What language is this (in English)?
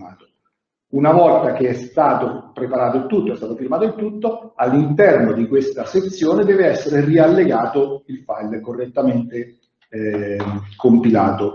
Italian